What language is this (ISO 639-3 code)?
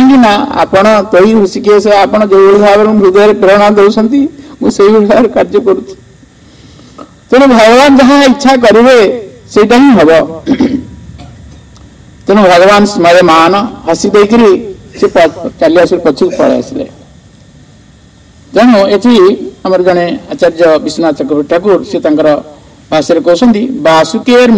ori